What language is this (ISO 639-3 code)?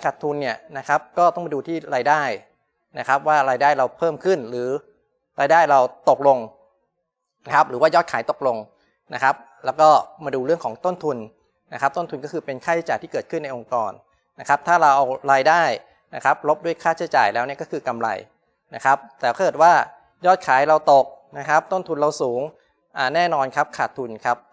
tha